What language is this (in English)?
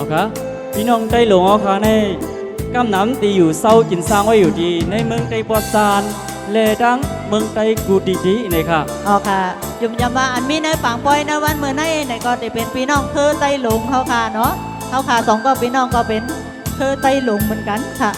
Shan